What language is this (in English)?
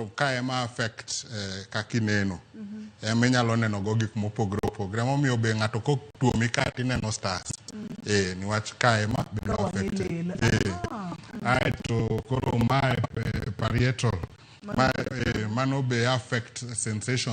Luo (Kenya and Tanzania)